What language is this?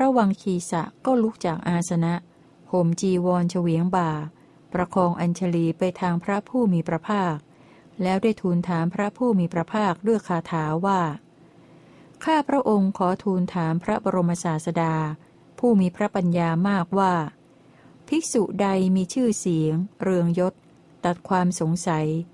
Thai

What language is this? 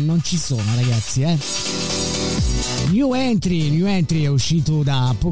Italian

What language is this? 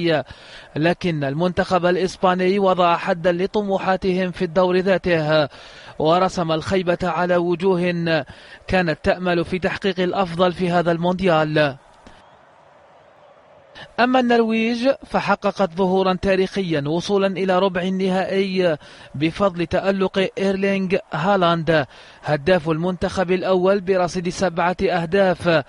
Arabic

